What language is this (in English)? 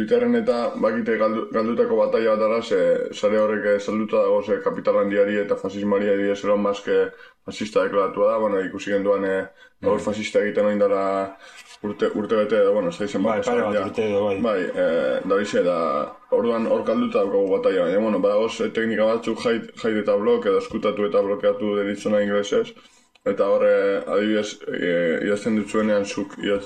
Basque